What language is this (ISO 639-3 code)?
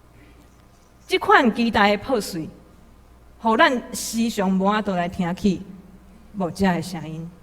nan